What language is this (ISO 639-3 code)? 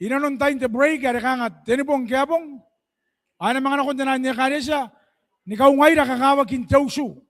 gil